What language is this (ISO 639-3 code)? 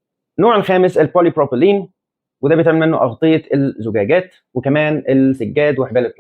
arz